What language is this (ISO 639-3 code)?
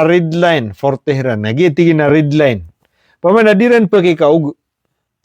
mrw